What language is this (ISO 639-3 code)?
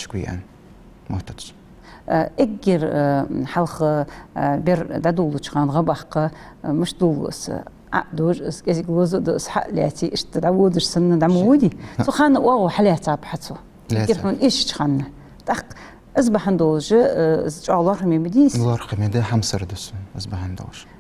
inh